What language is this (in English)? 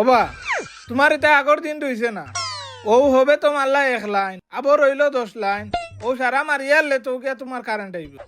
Sylheti